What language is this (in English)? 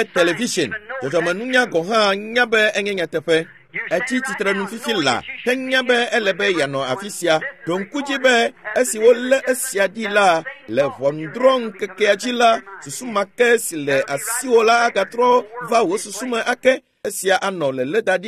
Ewe